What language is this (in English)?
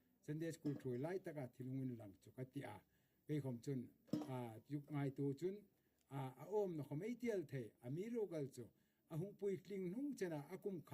Hmar